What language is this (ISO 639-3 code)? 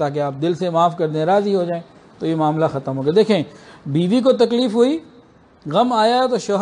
urd